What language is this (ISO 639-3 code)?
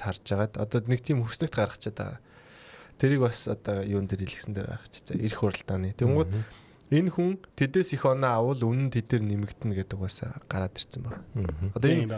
mon